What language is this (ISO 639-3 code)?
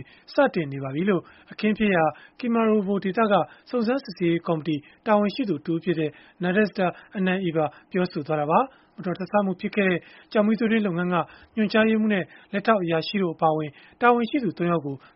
mya